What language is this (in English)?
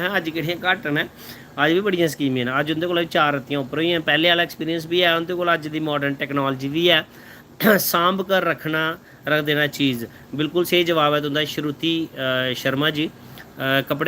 Dogri